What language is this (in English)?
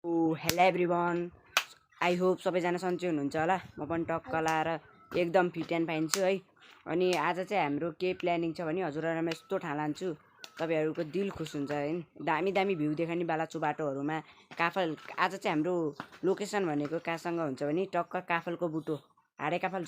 Nepali